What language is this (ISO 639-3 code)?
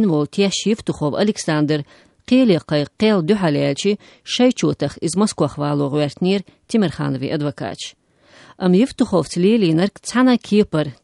che